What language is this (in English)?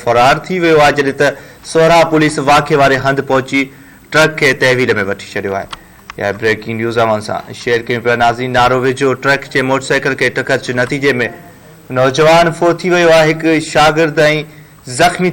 Sindhi